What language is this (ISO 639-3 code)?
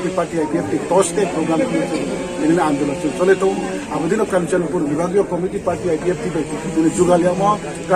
ria